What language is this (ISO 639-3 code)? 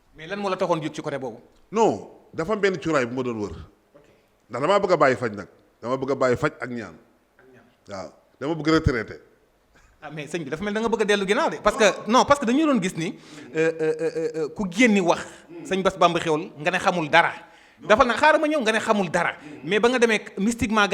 wol